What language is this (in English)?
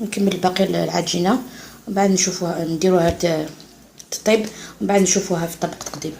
Algerian Arabic